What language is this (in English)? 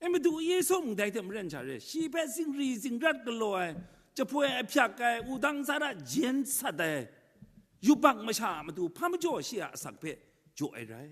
Kachin